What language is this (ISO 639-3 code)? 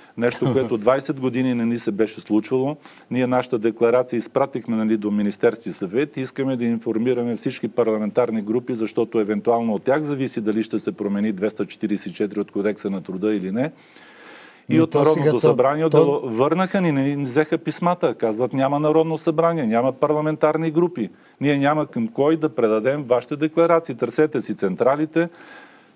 bul